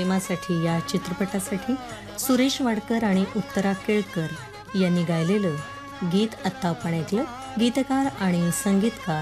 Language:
Marathi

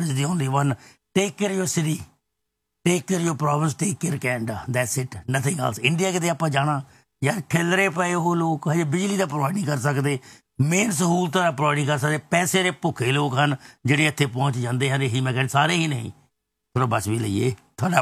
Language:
Punjabi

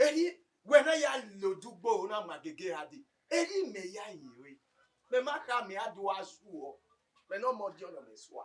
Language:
Bini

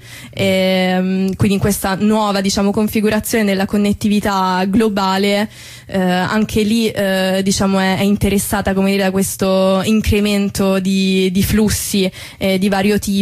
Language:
Italian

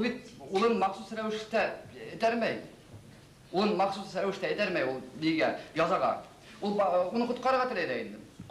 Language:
Bashkir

